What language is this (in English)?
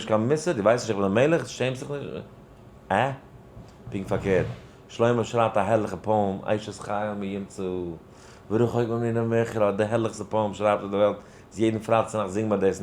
Yiddish